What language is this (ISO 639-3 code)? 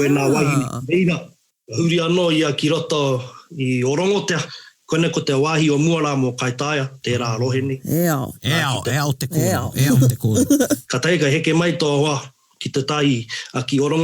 mri